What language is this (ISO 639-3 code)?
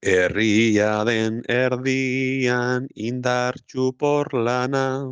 eus